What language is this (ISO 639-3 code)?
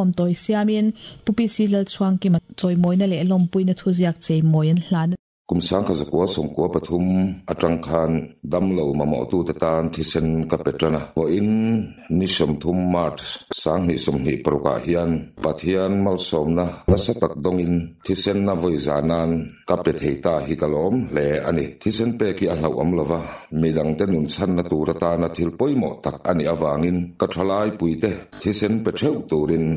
lus